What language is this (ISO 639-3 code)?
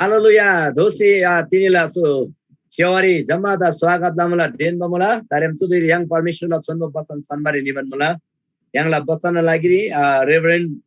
taj